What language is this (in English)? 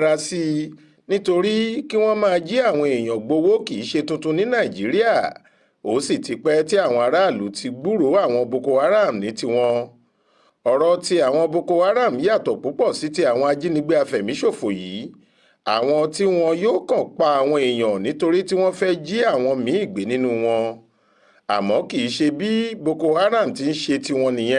Yoruba